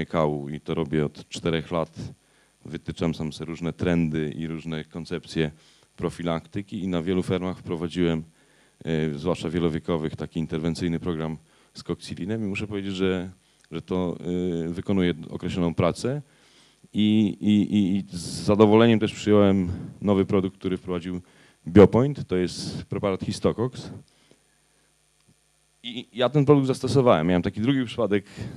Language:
Polish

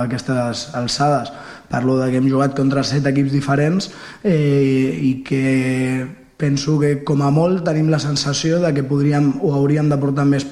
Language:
Catalan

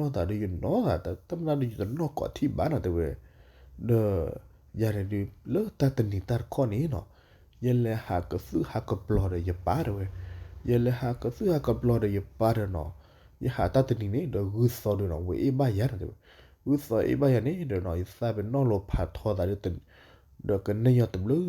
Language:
S'gaw Karen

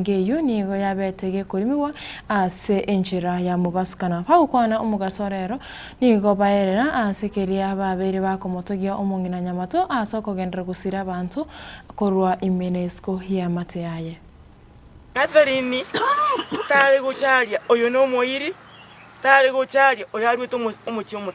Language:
Gusii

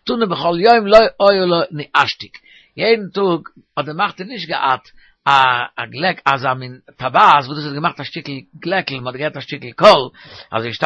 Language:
Yiddish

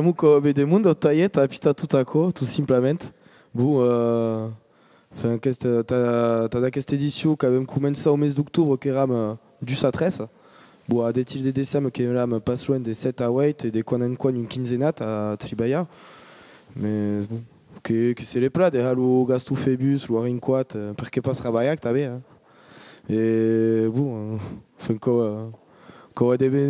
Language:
Occitan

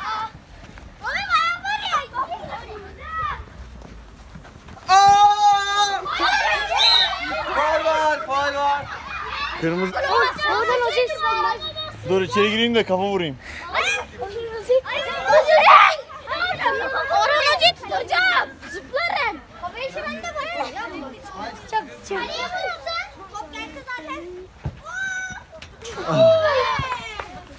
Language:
Turkish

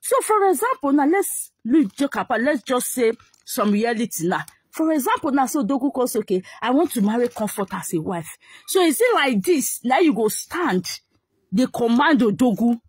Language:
Nigerian Pidgin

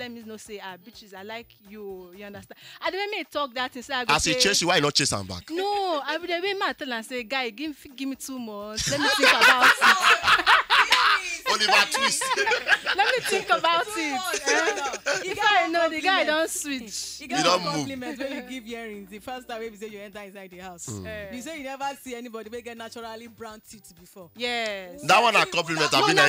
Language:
Nigerian Pidgin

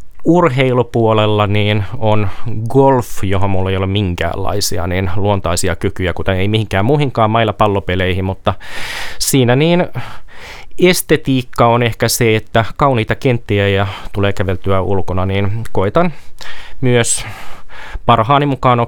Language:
Finnish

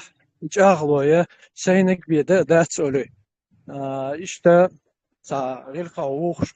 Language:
Chechen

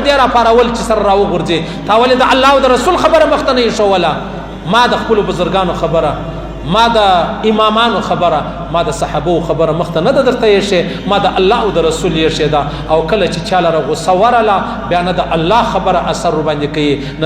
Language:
Pashto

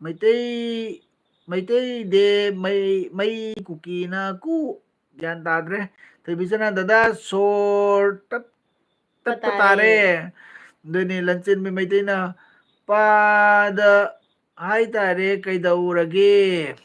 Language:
Manipuri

